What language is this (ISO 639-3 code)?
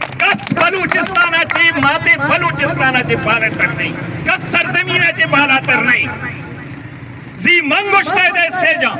bal